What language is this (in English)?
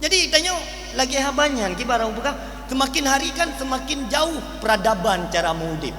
Achinese